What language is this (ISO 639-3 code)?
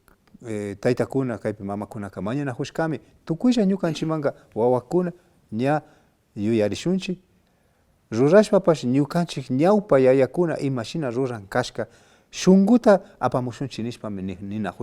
qvi